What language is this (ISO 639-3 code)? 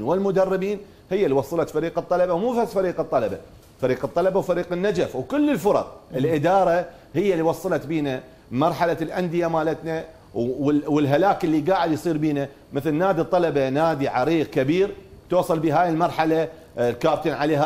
acm